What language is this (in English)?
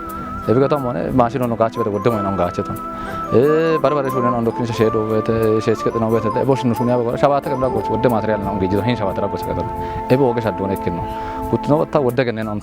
Kafa